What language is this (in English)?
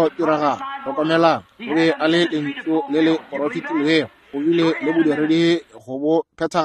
Northern Sotho